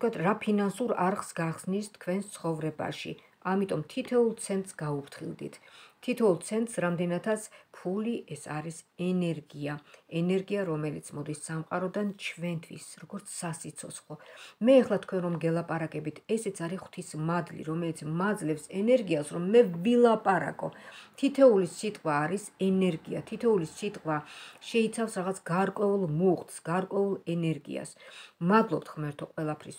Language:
Georgian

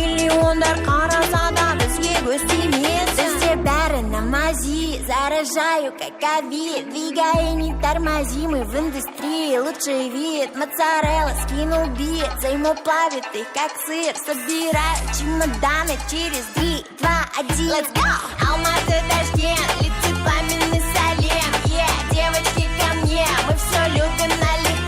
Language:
Kara-Kalpak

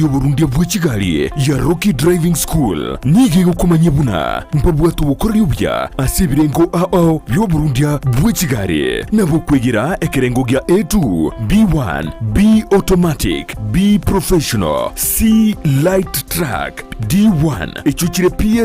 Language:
Gusii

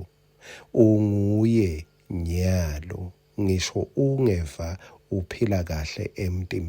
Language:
Swati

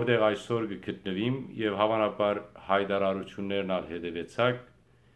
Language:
Western Armenian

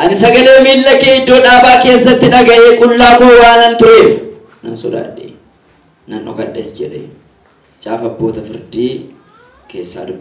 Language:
Oromo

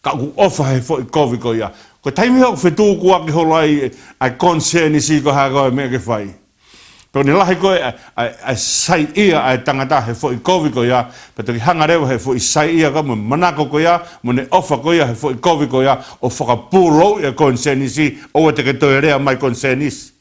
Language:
Tongan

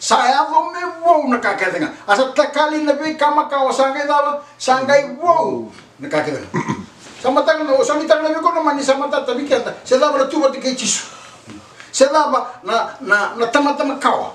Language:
Fijian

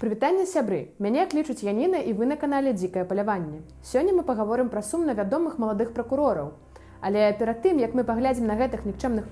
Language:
Belarusian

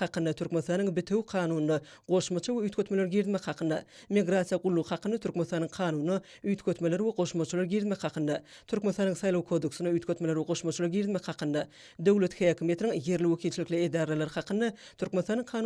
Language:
Turkmen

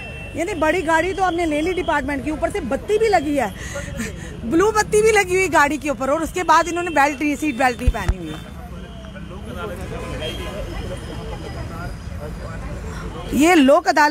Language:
Hindi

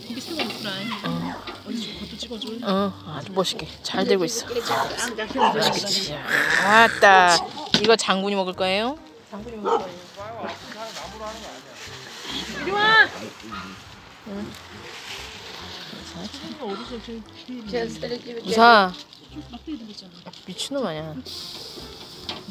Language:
Korean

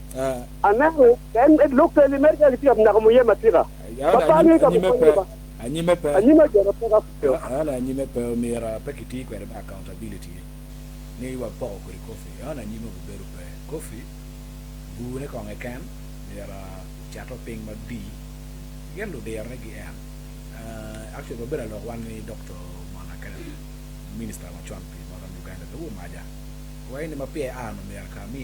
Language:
Acoli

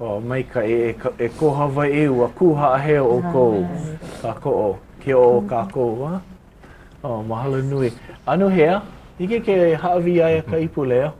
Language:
Hawaiian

